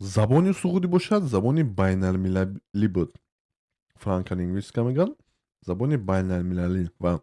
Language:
Tajik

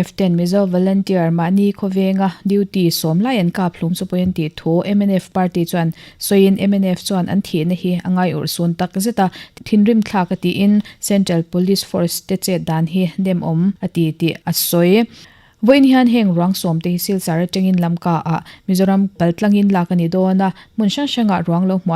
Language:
Mizo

